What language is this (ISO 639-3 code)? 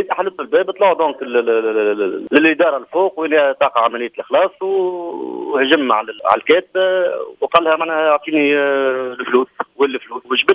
aeb